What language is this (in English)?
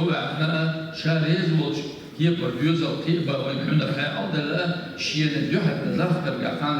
Chechen